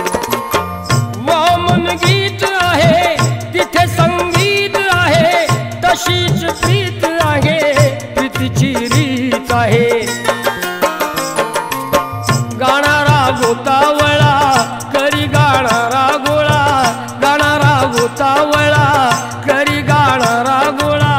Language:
Marathi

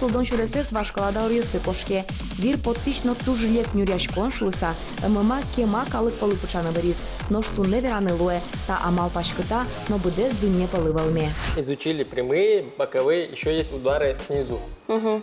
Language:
Udmurt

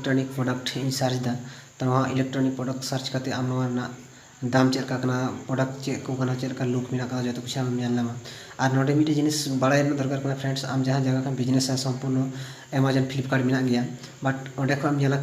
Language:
Santali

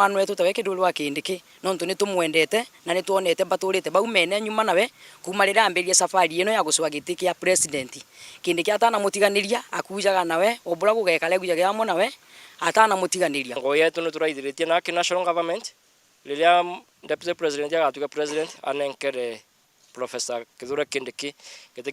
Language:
Meru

